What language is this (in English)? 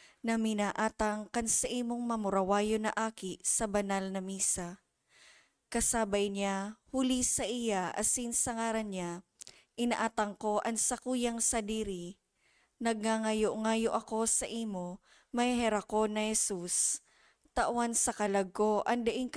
Bikol